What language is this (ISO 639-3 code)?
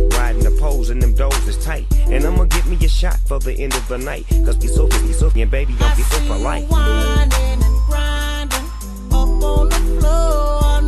eng